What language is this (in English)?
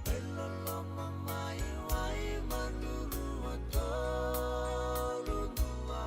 Fijian